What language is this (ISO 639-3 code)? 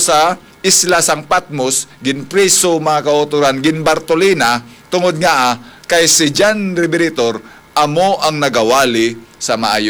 hil